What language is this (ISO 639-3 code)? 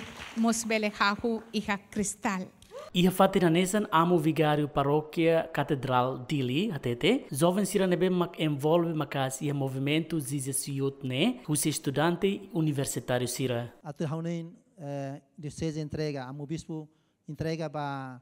tet